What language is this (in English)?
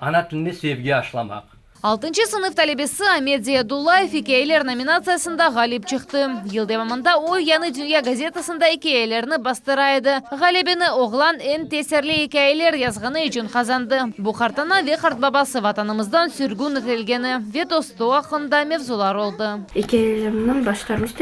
Crimean Tatar